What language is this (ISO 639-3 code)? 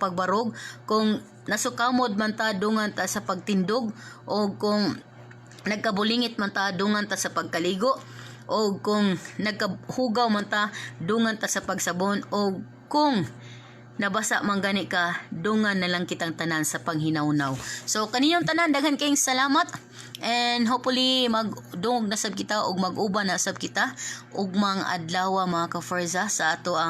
ceb